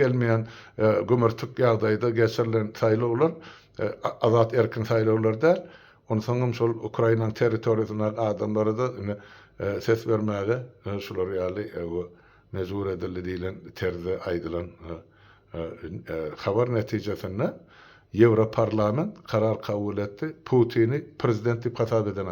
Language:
Turkmen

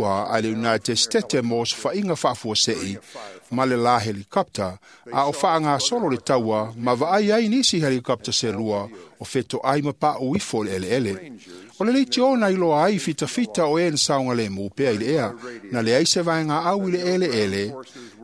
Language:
Samoan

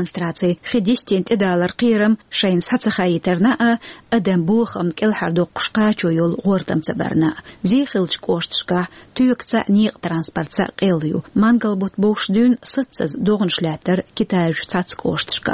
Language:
Chechen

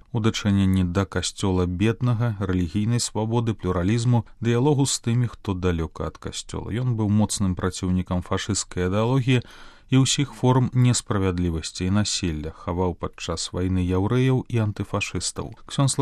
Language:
Belarusian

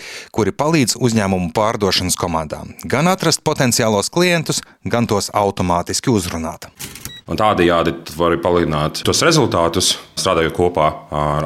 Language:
Latvian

